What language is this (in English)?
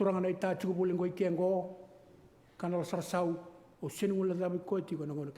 Fijian